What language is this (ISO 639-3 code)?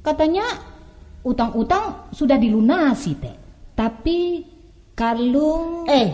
min